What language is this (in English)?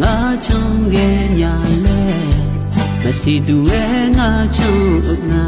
Akha